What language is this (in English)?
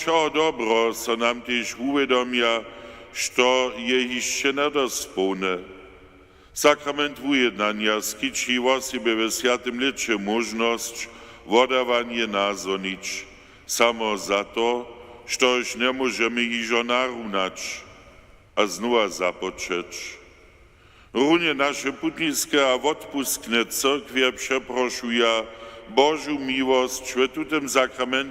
Upper Sorbian